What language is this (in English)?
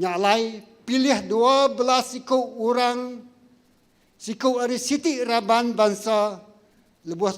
Iban